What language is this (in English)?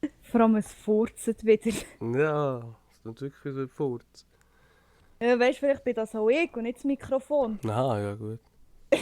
Swiss German